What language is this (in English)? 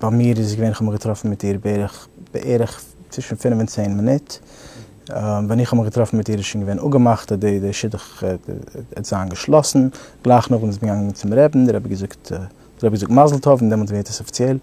Yiddish